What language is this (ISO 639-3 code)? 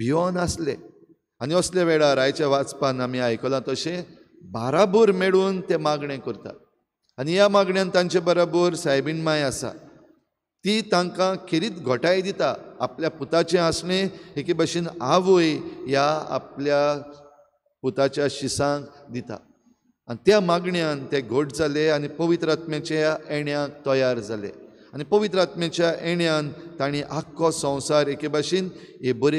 kok